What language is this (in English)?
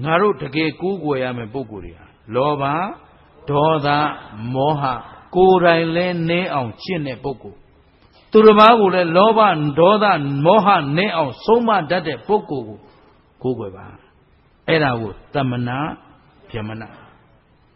Burmese